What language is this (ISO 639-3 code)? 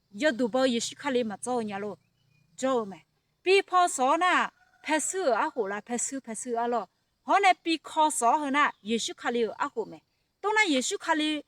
ahk